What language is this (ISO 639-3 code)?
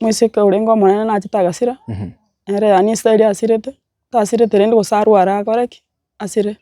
guz